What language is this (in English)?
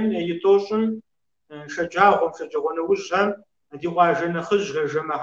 Kabardian